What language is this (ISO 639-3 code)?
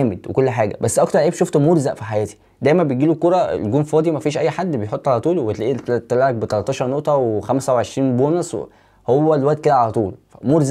arz